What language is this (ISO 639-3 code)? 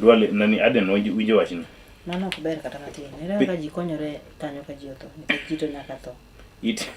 luo